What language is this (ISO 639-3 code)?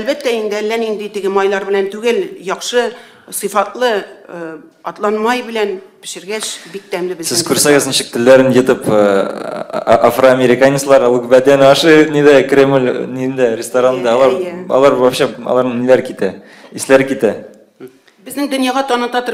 tat